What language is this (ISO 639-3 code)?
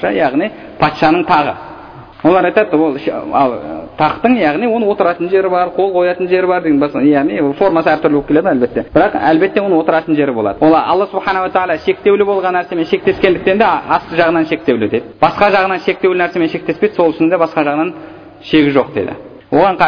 kaz